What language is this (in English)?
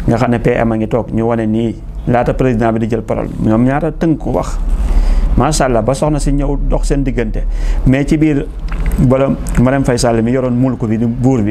Wolof